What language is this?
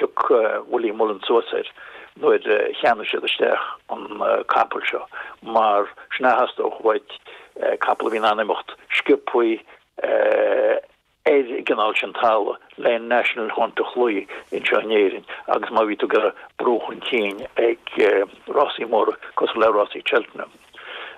Irish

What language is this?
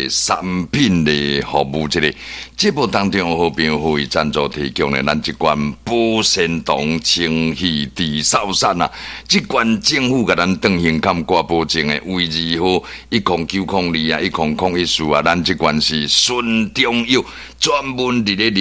Min Nan Chinese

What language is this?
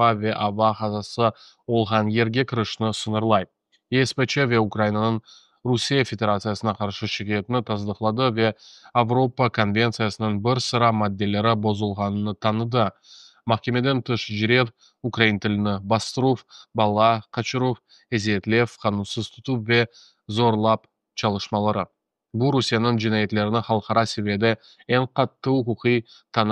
Crimean Tatar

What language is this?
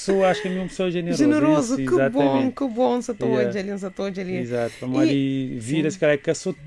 Kabuverdianu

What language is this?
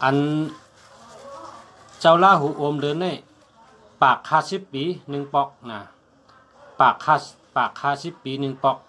Shan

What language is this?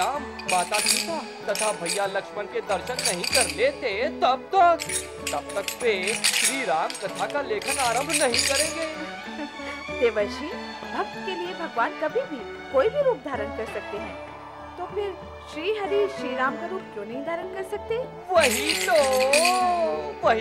Hindi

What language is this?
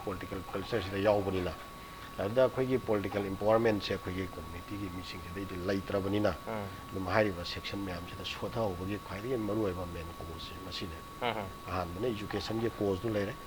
Manipuri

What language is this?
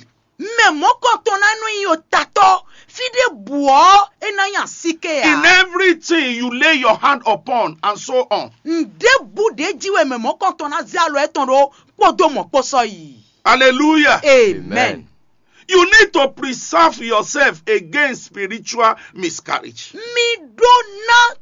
Fon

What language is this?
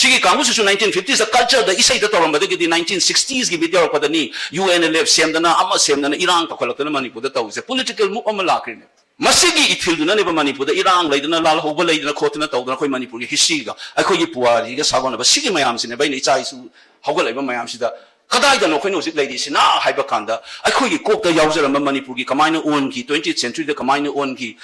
Manipuri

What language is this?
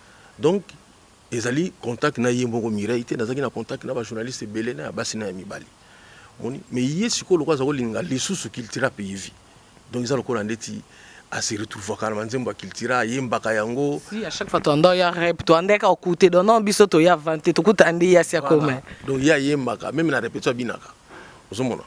Lingala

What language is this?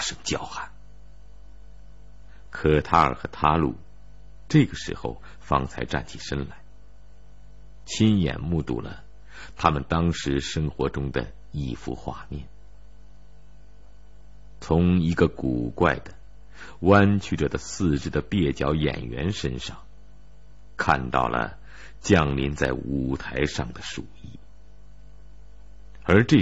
Chinese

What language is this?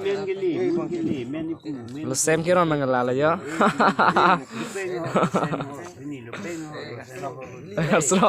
Karbi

